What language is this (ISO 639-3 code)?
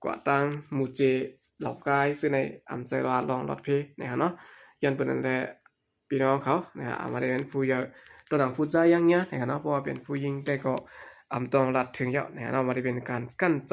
shn